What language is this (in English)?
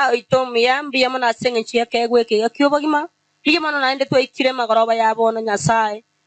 Gusii